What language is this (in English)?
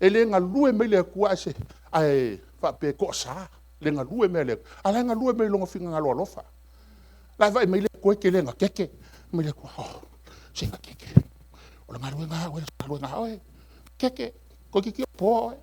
Samoan